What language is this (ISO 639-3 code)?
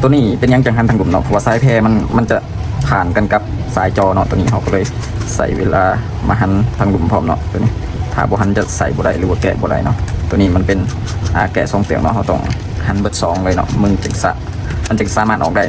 lao